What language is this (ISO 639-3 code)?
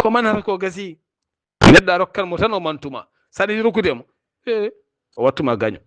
ful